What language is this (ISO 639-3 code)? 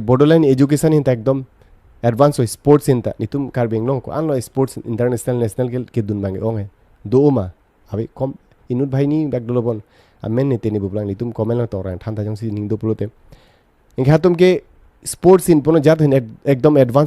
mjw